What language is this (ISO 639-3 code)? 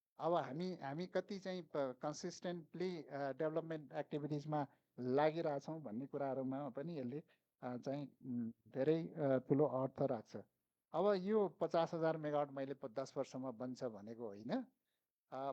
nep